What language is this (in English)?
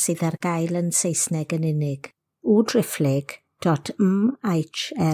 Welsh